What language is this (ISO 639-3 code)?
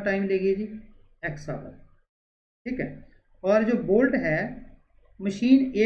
hin